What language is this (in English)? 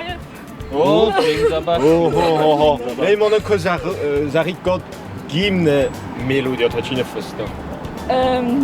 Ossetic